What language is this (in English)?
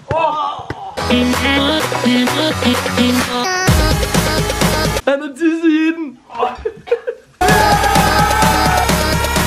Danish